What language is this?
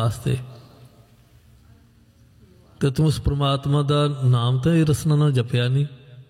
Punjabi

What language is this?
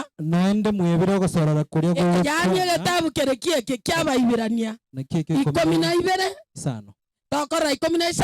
Gusii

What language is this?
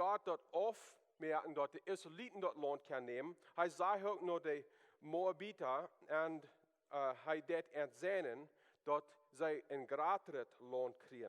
Plautdietsch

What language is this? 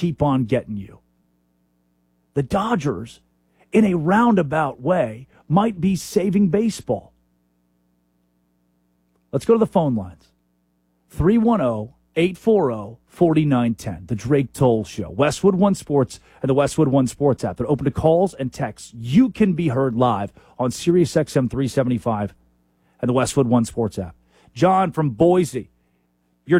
English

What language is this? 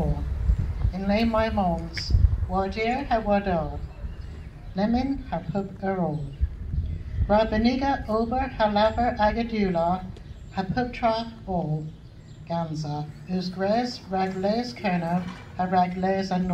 Cornish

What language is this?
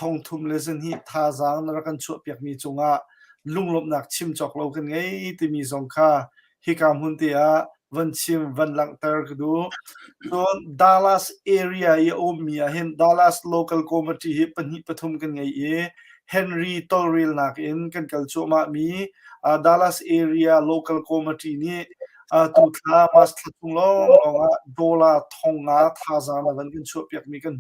Hakha Chin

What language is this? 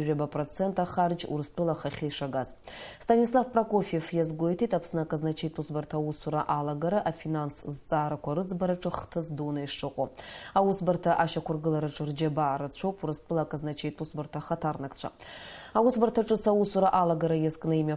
Abkhazian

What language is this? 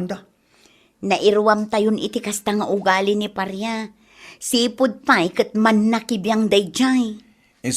Iloko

